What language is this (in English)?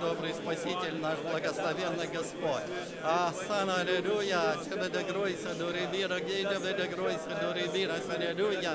Russian